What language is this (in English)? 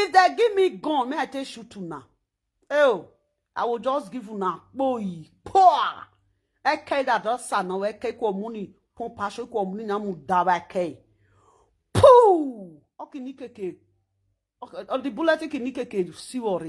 Nigerian Pidgin